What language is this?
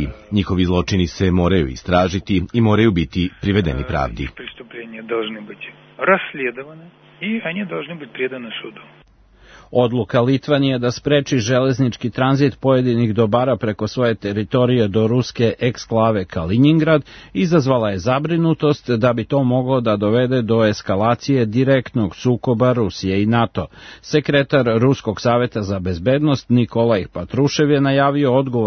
Serbian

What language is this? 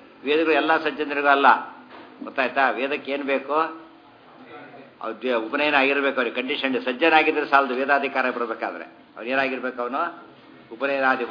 Kannada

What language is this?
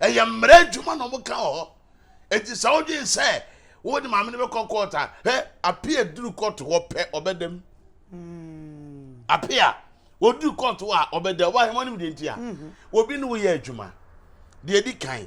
Akan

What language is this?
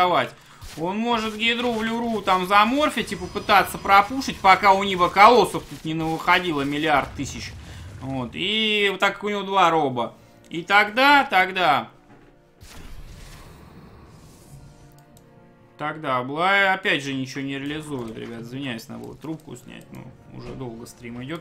Russian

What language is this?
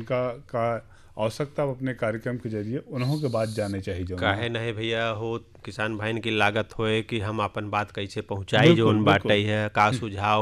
Bhojpuri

